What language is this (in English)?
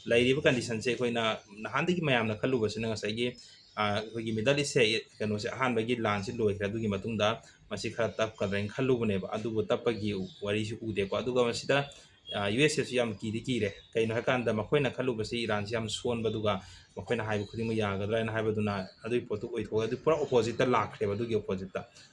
Manipuri